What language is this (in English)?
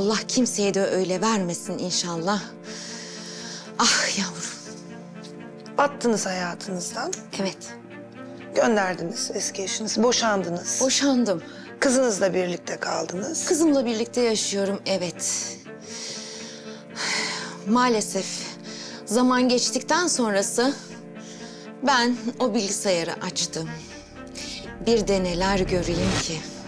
Turkish